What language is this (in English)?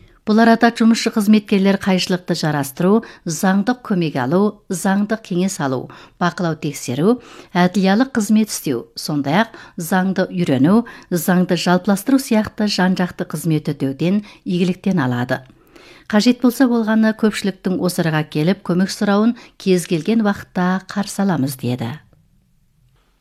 Kazakh